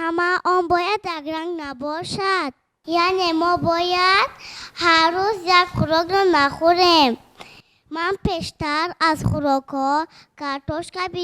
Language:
Tajik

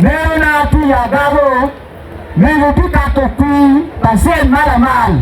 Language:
Acoli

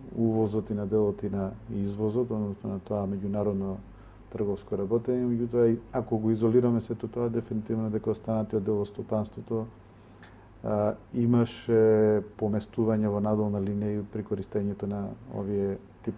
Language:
Macedonian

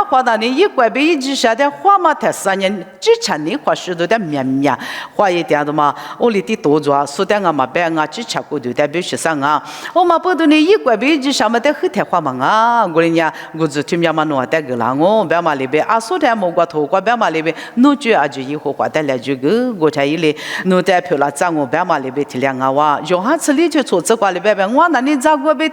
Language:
Lisu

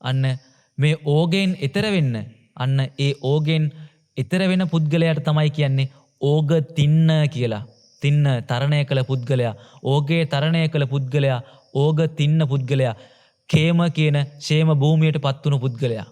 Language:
Sinhala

